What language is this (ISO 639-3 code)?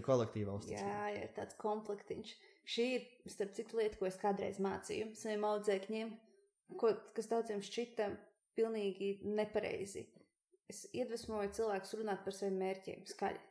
lav